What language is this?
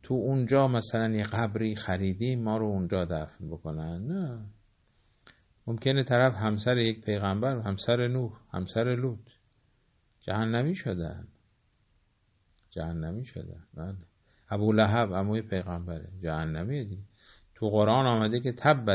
Persian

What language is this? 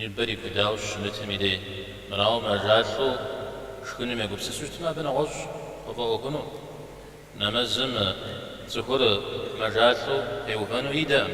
Kabardian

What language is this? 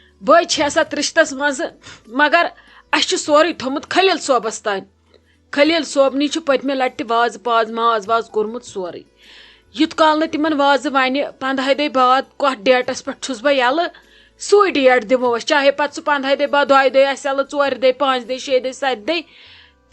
Kashmiri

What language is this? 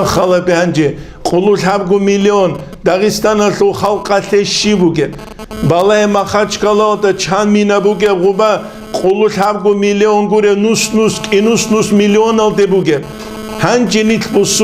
Avaric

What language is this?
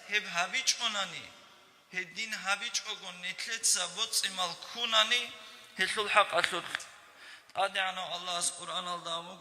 Avaric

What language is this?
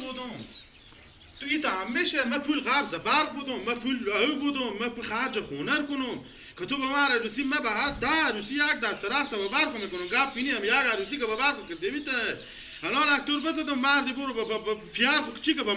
Persian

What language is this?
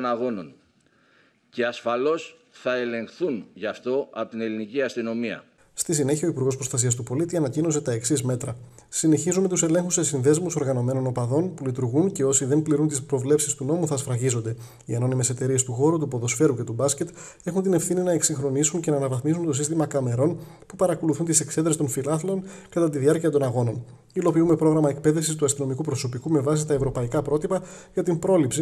Greek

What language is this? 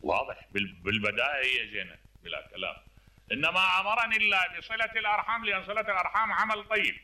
Mesopotamian Arabic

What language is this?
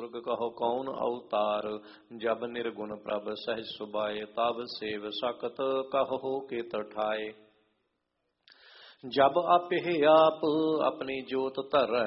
Punjabi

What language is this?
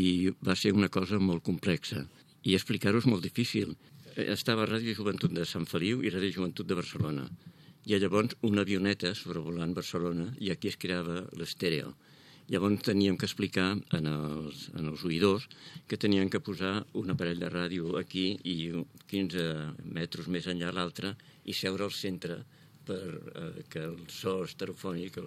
Catalan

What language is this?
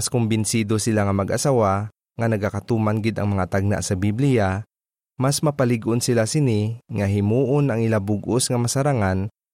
Hiligaynon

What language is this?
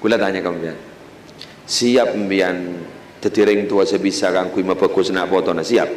Madurese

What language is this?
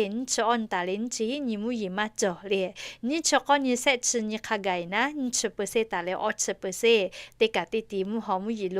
Lahu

